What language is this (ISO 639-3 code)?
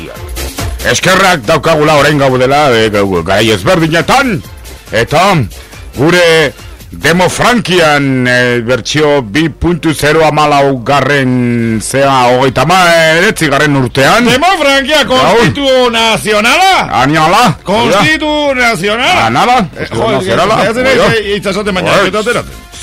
eus